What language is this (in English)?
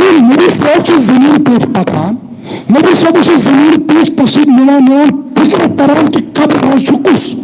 Kashmiri